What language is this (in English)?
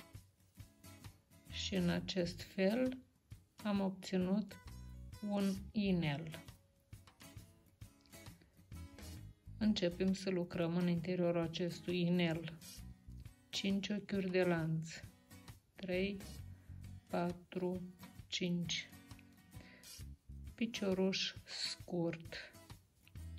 Romanian